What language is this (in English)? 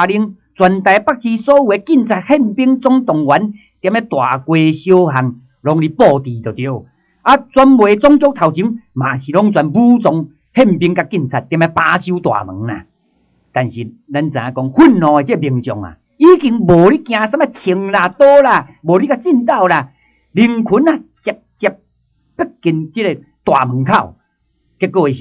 Min Nan Chinese